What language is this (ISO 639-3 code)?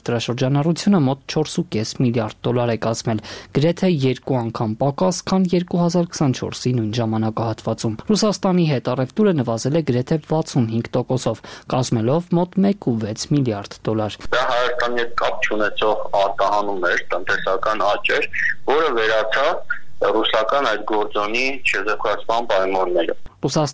hye